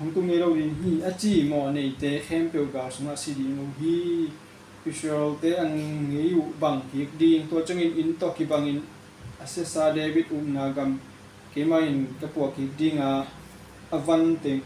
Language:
Tedim Chin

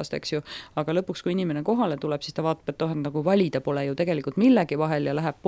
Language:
Estonian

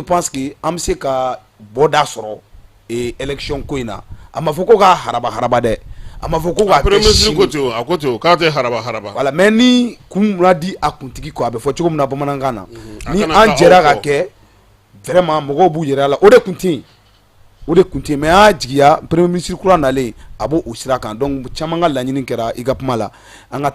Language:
Bambara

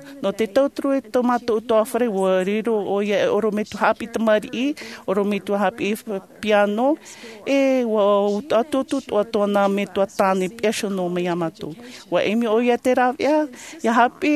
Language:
Tahitian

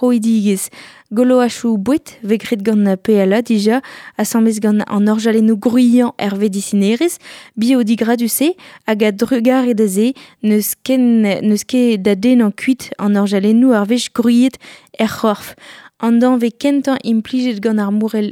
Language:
Breton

